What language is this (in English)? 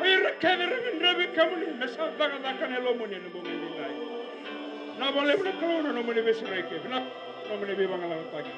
Fijian